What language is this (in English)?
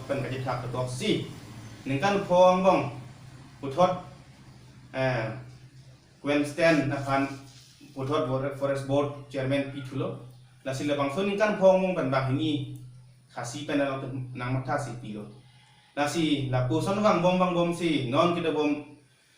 Karbi